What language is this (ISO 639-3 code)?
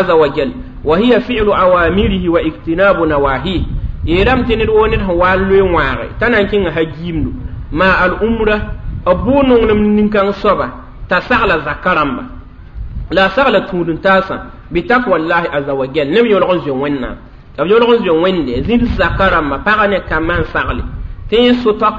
mos